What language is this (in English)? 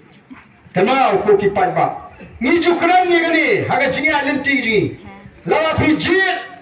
Khasi